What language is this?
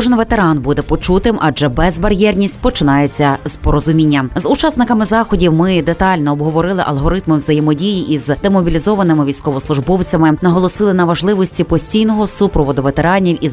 Ukrainian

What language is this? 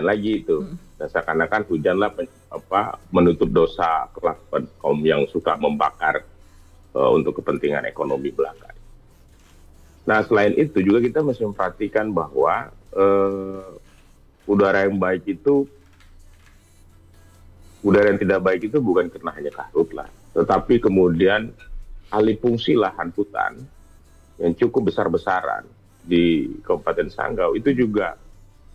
Indonesian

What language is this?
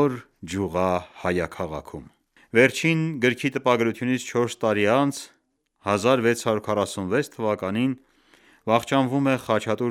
Armenian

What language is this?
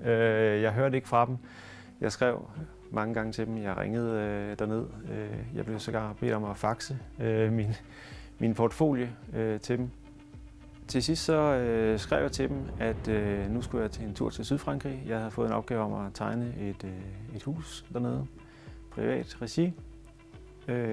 Danish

